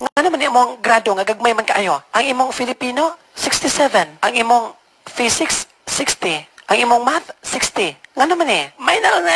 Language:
Cebuano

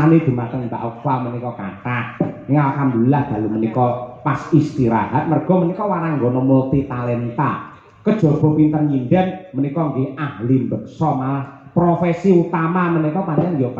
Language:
Javanese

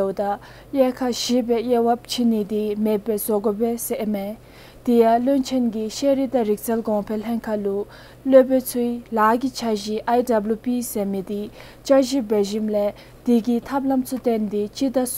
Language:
Dzongkha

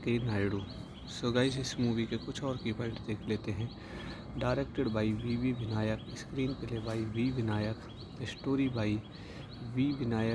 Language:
Hindi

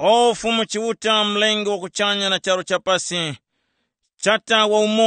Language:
Tumbuka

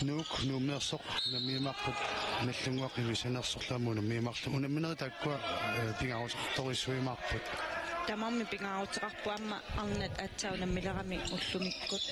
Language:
Kalaallisut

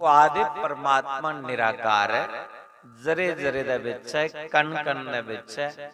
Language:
Dogri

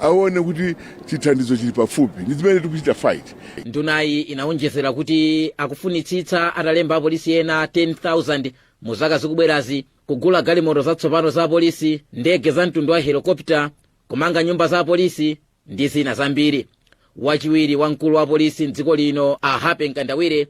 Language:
Nyanja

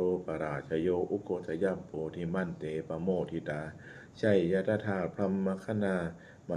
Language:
Pali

